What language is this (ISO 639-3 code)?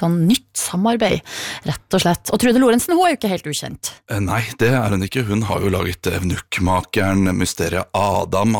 nor